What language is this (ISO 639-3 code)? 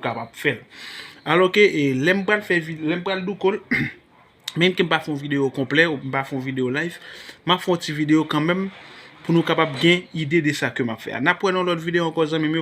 hat